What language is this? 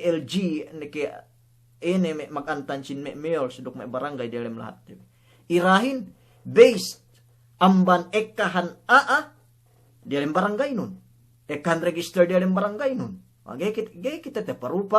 Yakan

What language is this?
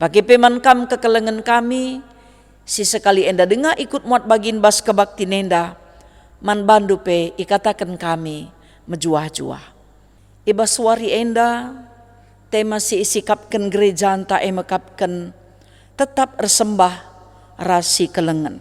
Batak Karo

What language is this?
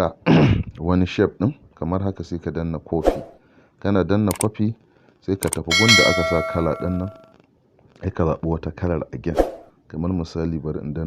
Hausa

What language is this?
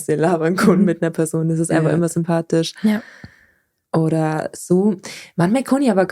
Bavarian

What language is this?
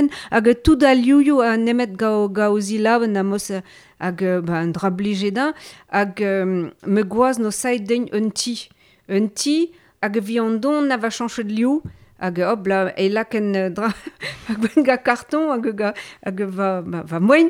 Breton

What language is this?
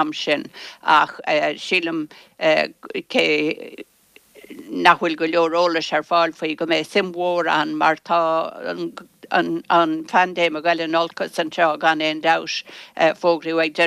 Irish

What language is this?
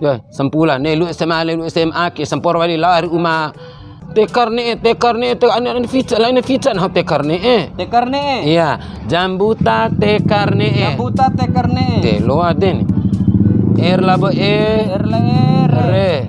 Bima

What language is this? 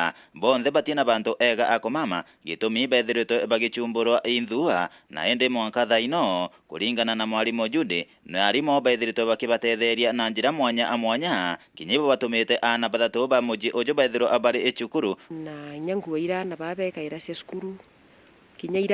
Meru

